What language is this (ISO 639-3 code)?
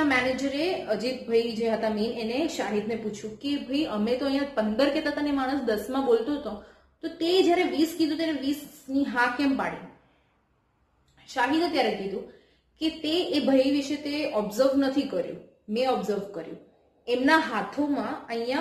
guj